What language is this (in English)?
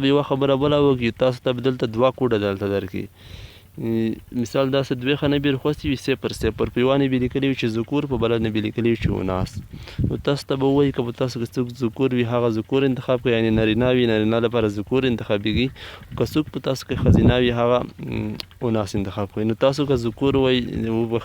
Pashto